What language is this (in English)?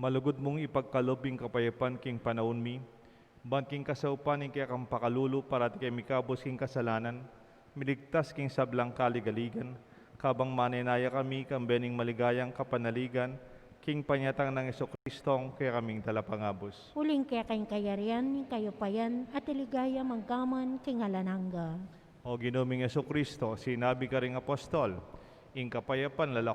Pampanga